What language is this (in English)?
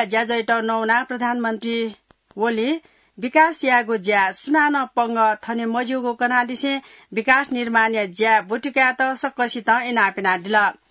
Newari